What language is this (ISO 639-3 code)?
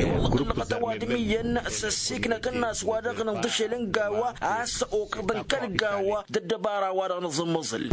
taq